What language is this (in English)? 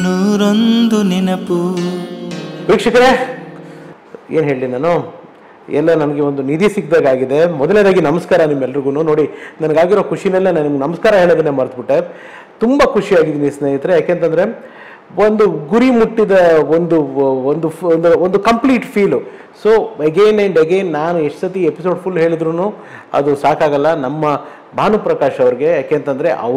Kannada